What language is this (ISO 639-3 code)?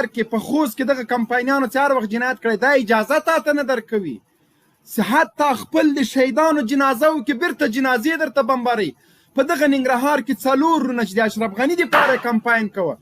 pus